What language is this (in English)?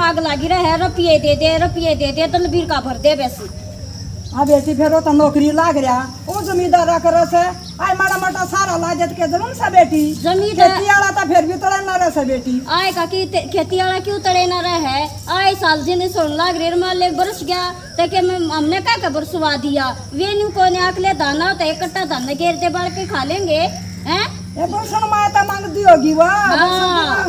Haryanvi